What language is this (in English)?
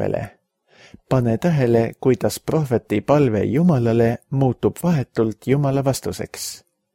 Estonian